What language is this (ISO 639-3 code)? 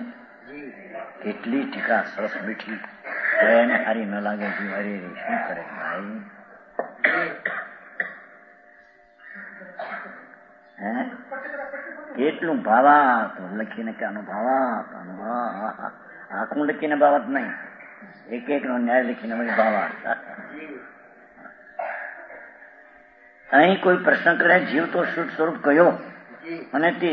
guj